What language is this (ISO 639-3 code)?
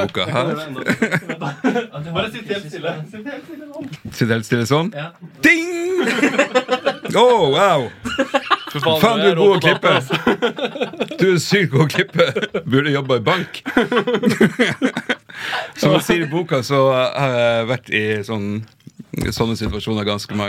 nor